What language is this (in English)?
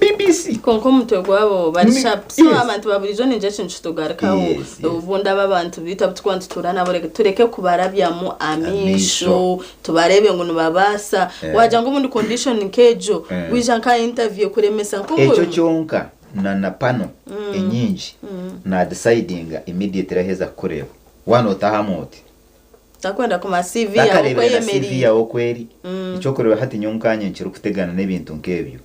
Nyankole